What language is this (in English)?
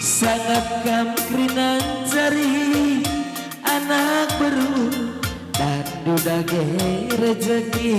Batak Karo